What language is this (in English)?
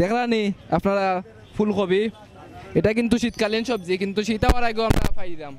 Sylheti